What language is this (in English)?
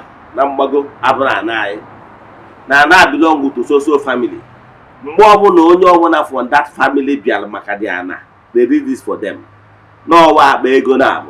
Igbo